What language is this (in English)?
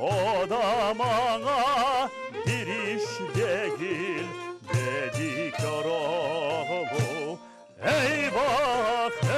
Crimean Tatar